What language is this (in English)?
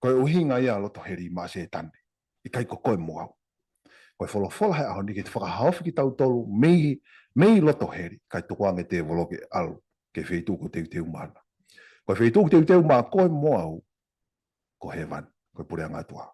Tongan